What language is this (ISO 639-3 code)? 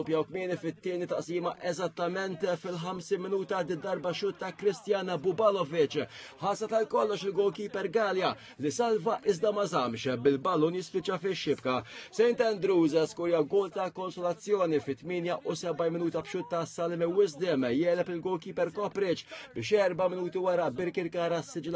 mlt